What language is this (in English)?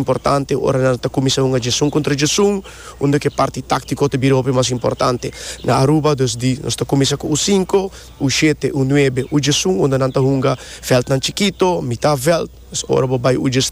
Papiamento